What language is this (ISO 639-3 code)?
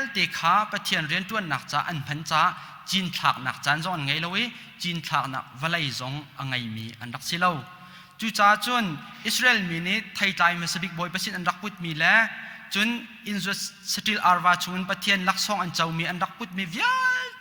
cnh